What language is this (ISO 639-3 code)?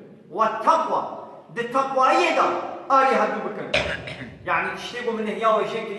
kur